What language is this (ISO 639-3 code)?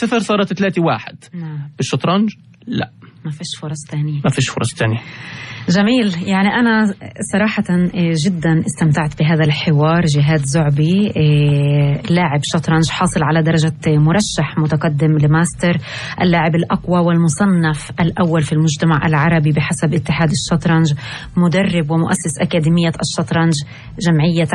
apc